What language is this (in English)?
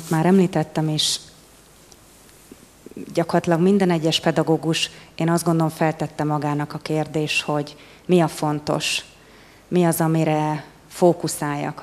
Hungarian